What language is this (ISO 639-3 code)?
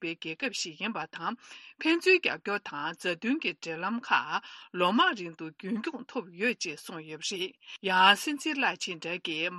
bod